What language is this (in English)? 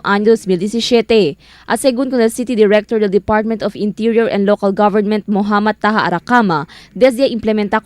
Chavacano